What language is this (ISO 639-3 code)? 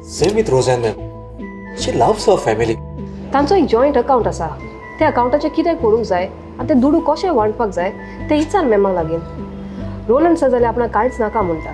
kok